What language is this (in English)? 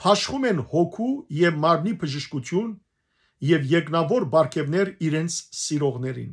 Western Armenian